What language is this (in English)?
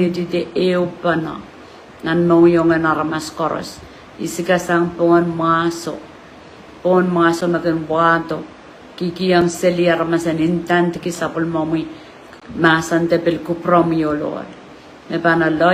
Pohnpeian